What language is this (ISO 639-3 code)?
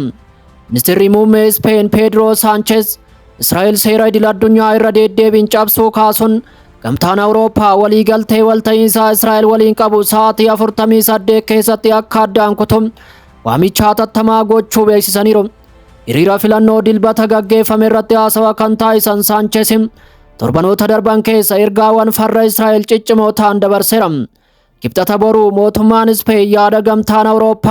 orm